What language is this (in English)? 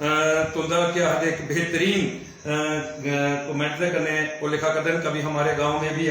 Dogri